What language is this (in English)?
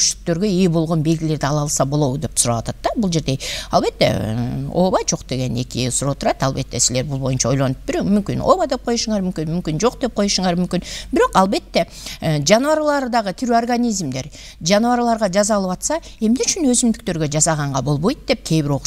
Kyrgyz